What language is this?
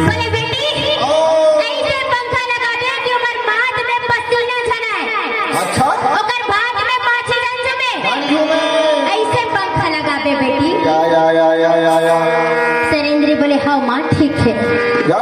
Chhattisgarhi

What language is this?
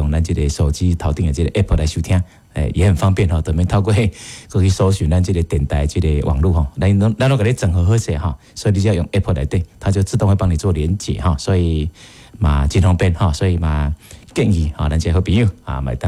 Min Nan Chinese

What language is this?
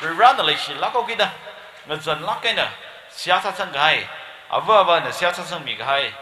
Tangkhul Naga (India)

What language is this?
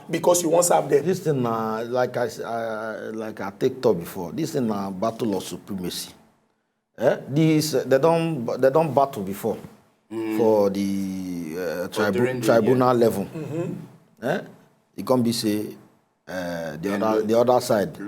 Nigerian Pidgin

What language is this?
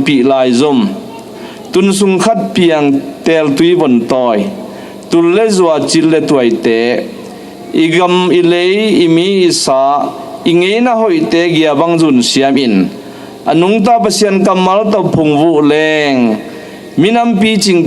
Tedim Chin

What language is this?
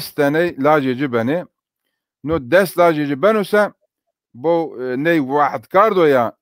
Zaza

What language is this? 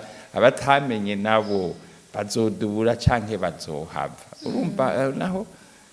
Rundi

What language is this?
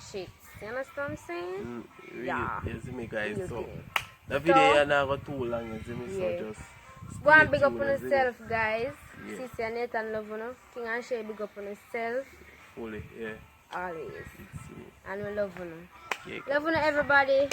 Jamaican Creole English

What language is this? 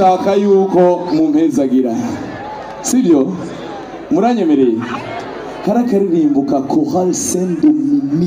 Rundi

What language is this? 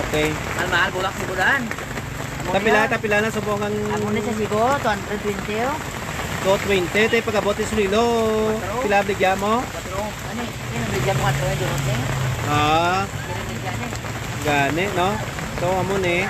Hiligaynon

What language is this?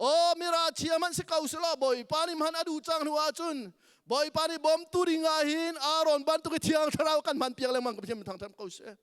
Hakha Chin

